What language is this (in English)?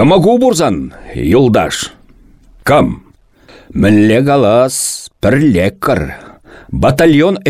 Chuvash